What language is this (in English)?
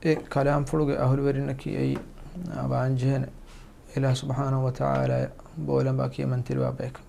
Divehi